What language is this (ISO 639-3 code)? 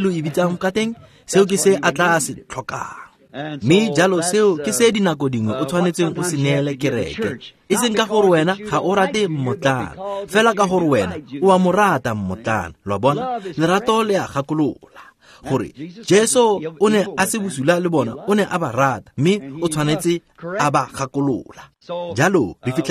tsn